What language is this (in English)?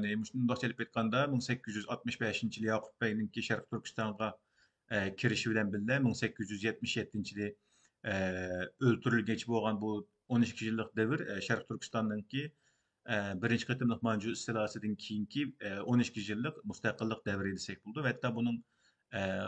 Uyghur